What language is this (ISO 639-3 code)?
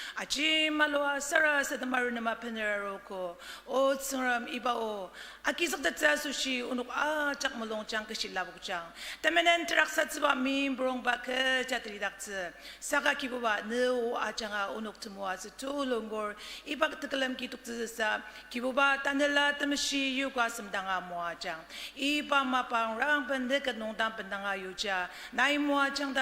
njo